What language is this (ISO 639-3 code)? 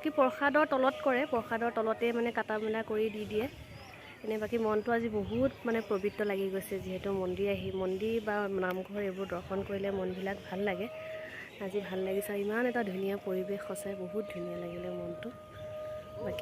asm